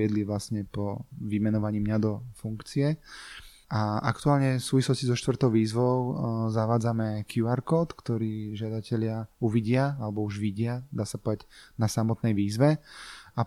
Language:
Slovak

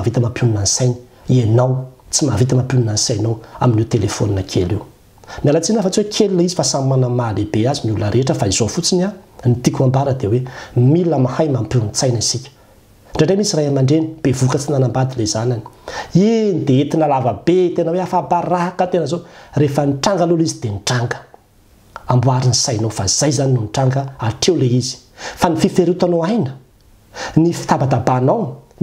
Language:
Malagasy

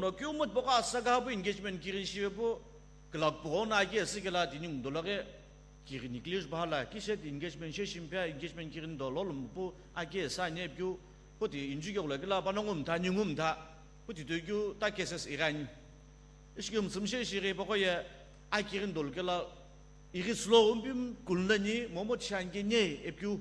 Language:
Sumi Naga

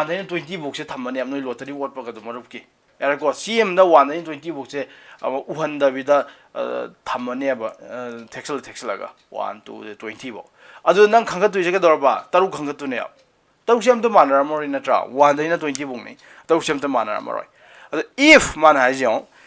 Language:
Manipuri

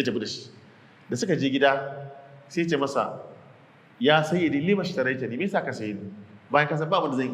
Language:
Hausa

